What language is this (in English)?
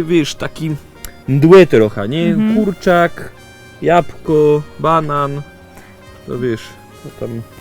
Silesian